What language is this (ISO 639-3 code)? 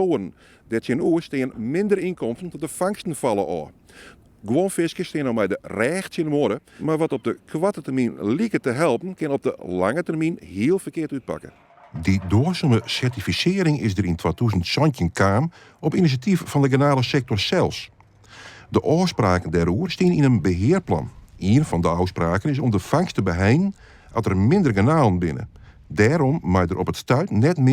fry